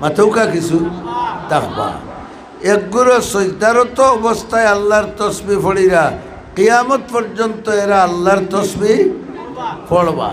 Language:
Sylheti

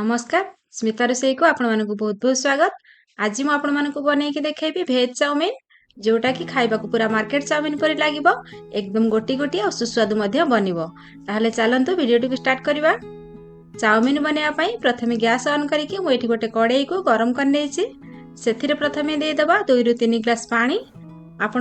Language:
Odia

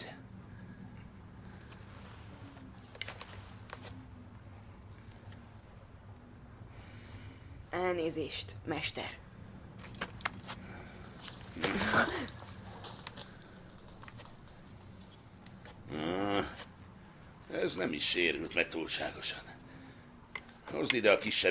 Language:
Hungarian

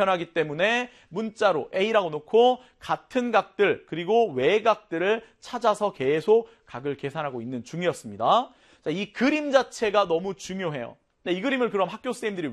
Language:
Korean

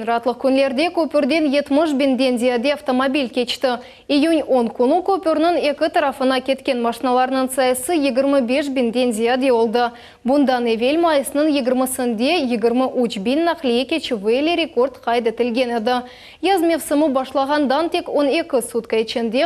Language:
Crimean Tatar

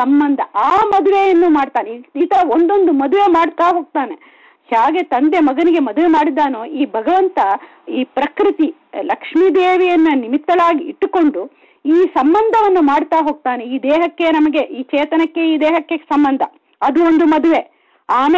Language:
Kannada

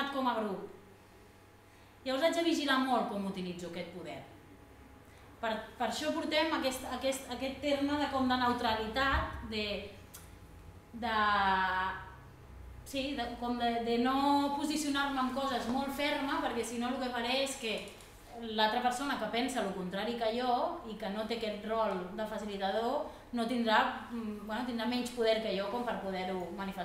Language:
Catalan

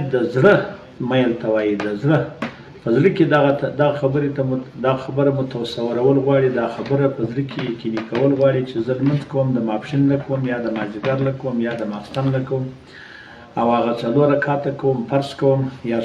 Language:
Pashto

